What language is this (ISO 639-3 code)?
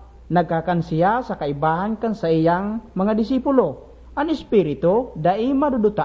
bik